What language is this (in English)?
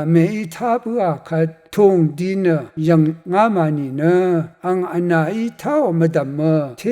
Rawang